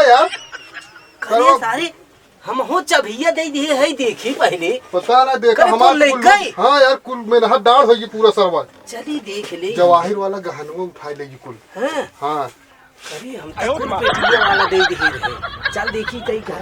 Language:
Awadhi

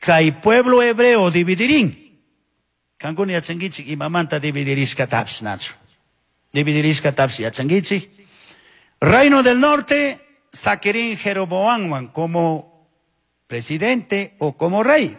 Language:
Chimborazo Highland Quichua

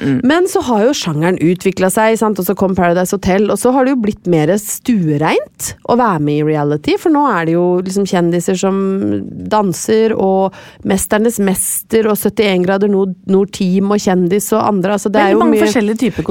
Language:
Norwegian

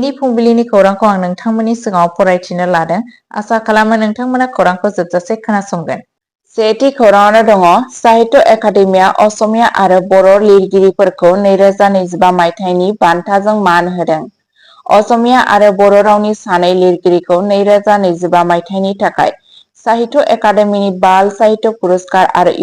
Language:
Bodo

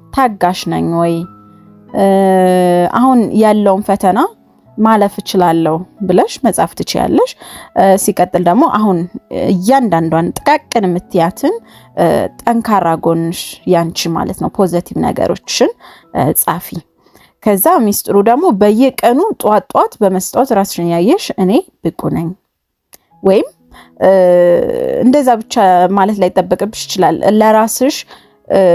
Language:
Amharic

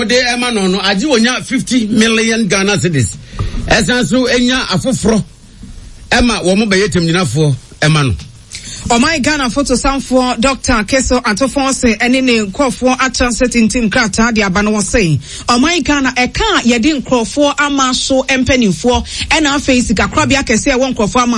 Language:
Akan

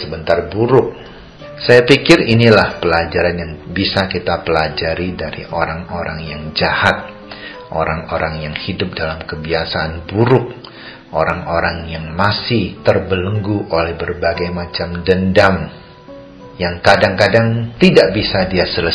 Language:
Indonesian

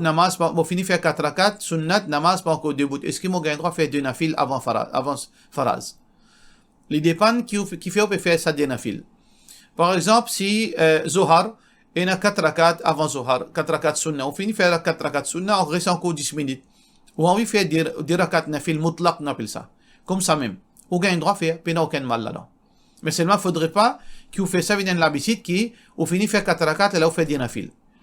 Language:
Morisyen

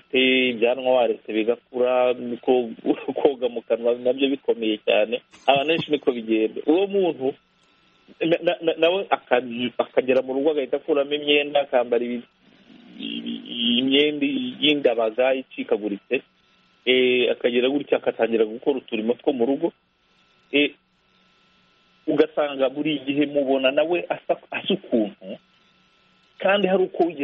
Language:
Kinyarwanda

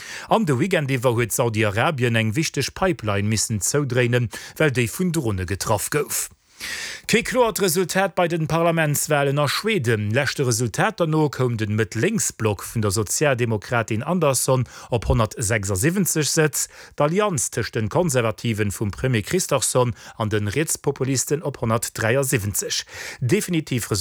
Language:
Luxembourgish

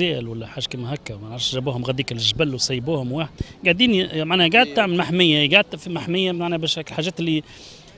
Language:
Tunisian Arabic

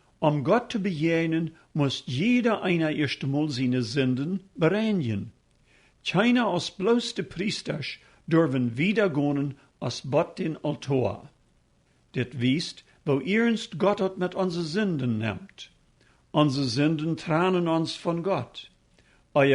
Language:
Plautdietsch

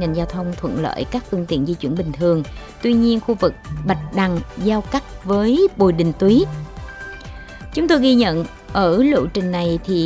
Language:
Vietnamese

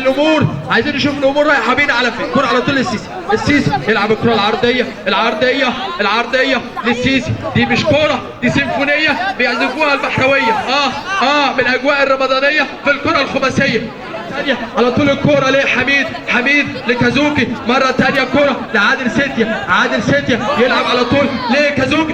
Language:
Egyptian Arabic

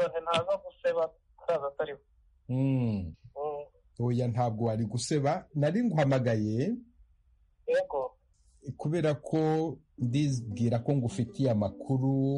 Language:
Kinyarwanda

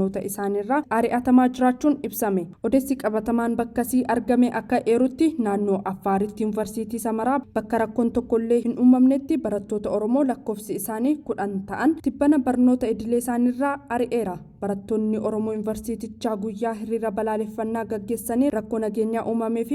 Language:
Oromo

